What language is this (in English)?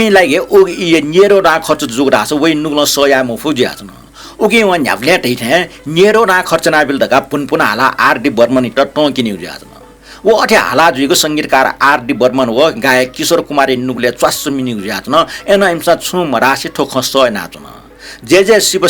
Newari